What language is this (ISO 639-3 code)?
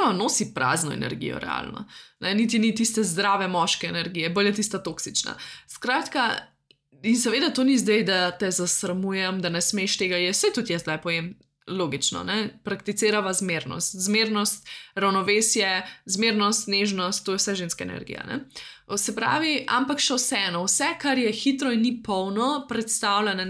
slv